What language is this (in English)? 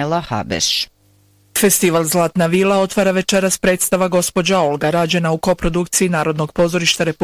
Bosnian